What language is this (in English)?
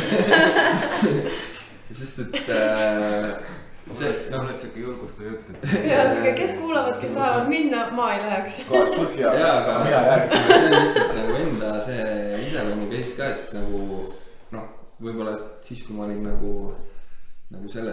Estonian